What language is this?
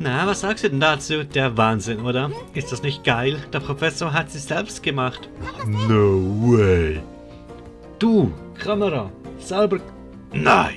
Swiss German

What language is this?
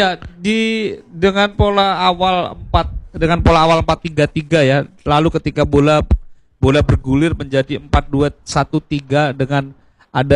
Indonesian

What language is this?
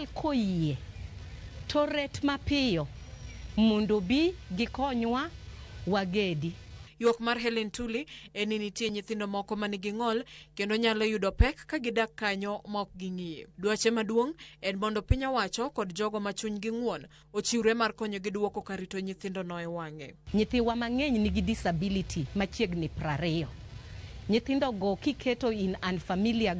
Luo (Kenya and Tanzania)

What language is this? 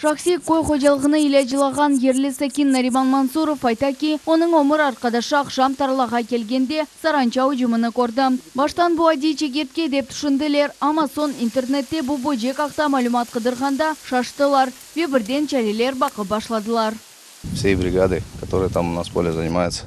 Crimean Tatar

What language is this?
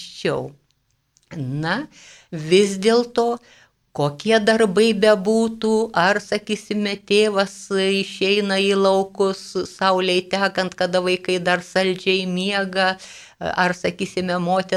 Lithuanian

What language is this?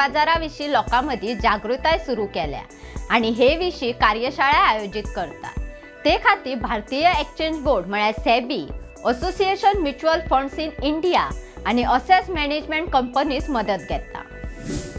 Konkani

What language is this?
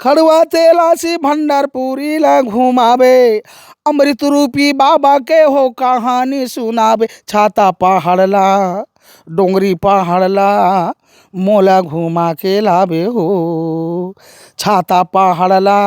Chhattisgarhi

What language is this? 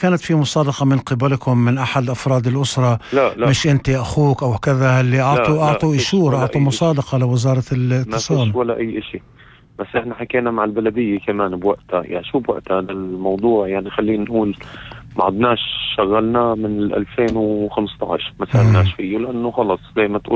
North Levantine Arabic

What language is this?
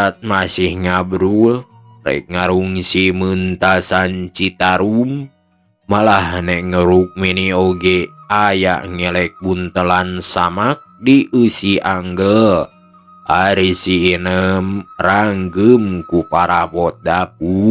Sundanese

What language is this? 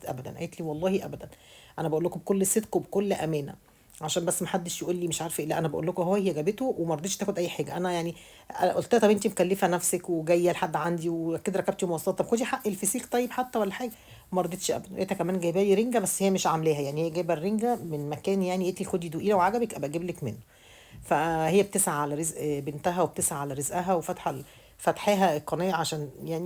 Egyptian Arabic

